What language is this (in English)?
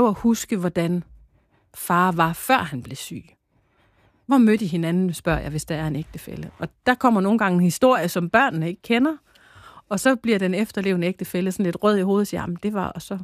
Danish